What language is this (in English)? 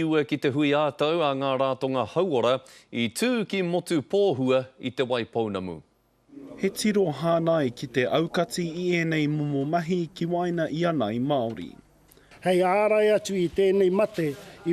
Māori